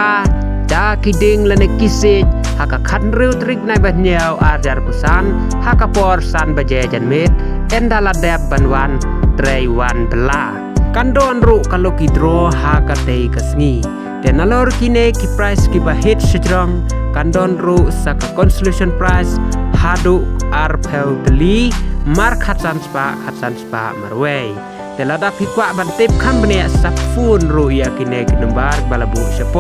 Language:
Khasi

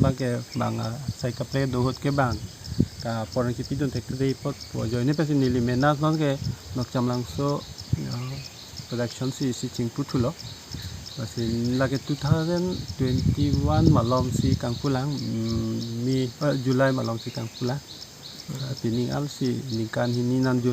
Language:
Karbi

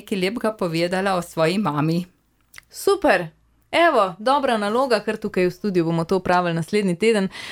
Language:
Slovenian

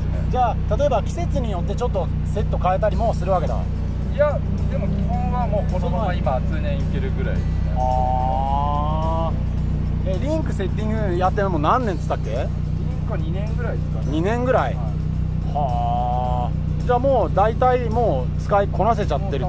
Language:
Japanese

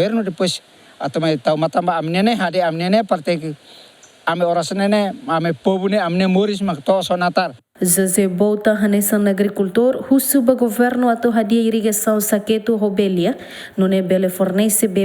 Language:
Tetum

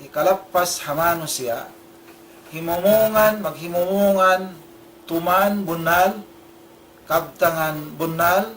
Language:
Tausug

